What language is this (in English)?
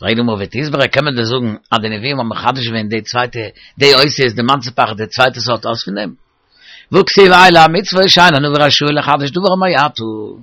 Yiddish